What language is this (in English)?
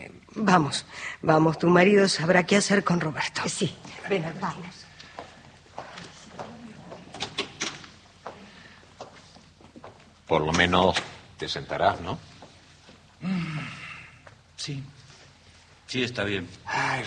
Spanish